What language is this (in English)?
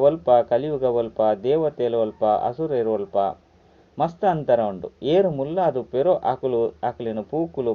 Tulu